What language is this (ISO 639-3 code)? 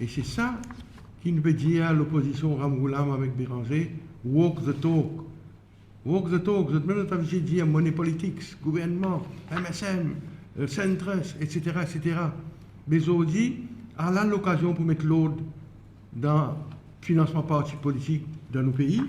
mfe